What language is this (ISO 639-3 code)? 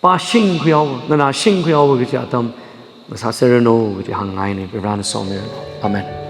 nmf